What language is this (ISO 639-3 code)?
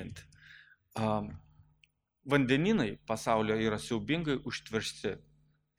lit